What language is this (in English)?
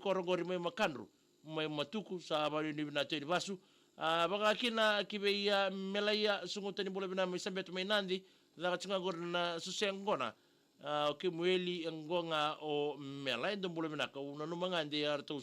Fijian